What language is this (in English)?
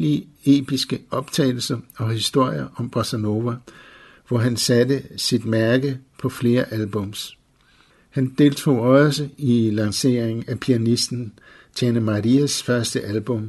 Danish